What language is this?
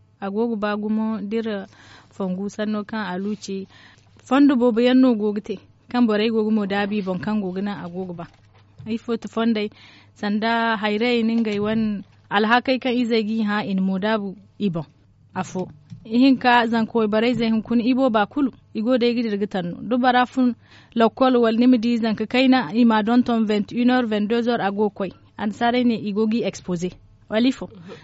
Zarma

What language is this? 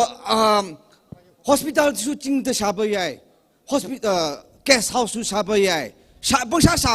Tangkhul Naga (India)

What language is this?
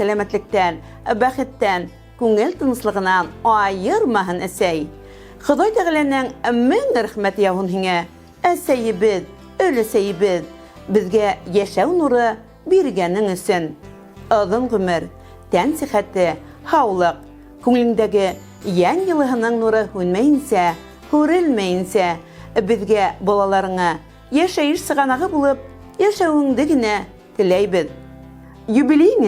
Bashkir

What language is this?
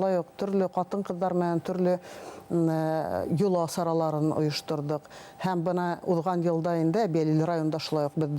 Bashkir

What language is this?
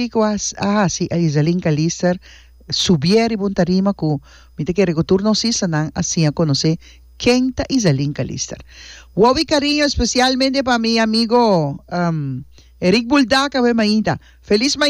Papiamento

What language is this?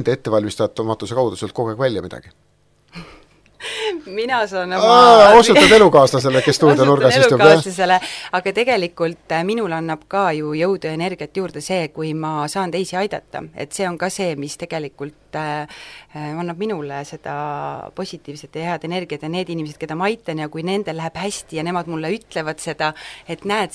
Estonian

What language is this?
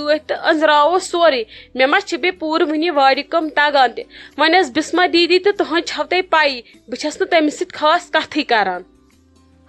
Kashmiri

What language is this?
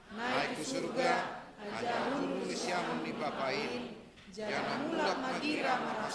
Batak Simalungun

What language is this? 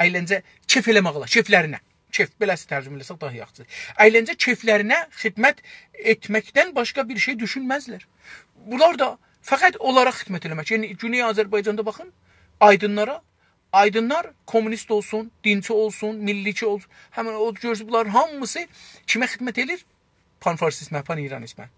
South Azerbaijani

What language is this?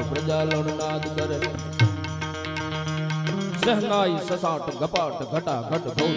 Gujarati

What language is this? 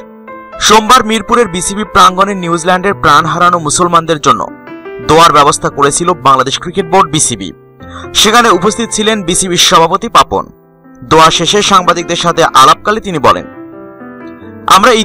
Bangla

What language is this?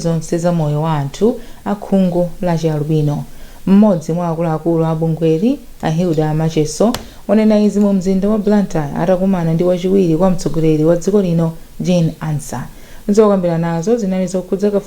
Nyanja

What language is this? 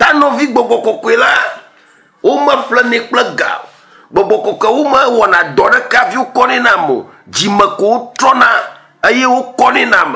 Ewe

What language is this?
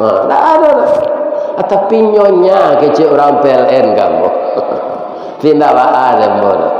Minangkabau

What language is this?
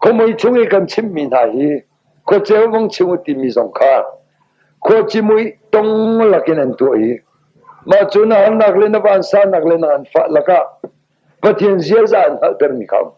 Hakha Chin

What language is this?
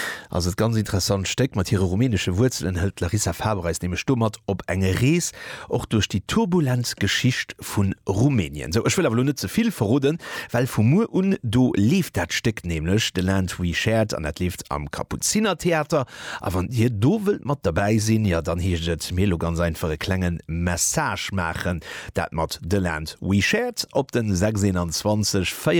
Luxembourgish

